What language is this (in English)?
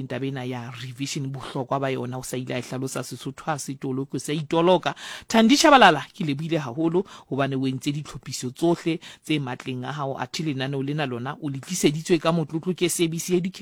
Southern Sotho